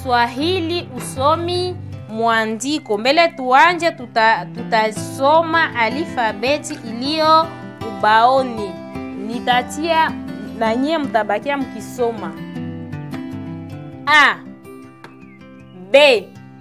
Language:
Swahili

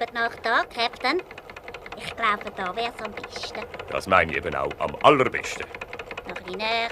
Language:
Swiss German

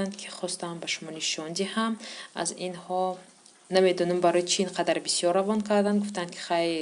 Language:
Tajik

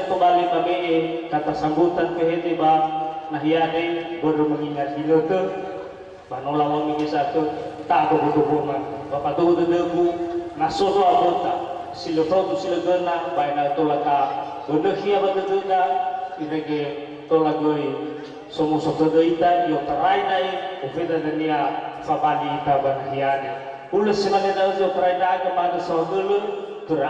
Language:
Nias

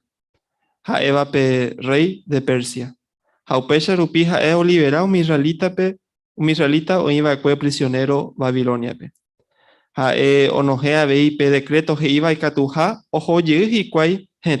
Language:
Guarani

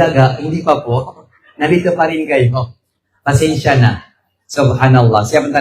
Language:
Maranao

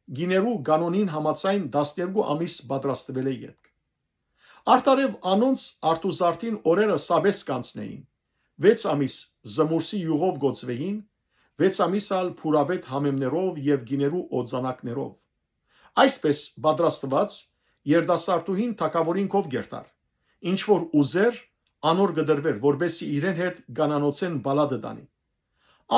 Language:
Western Armenian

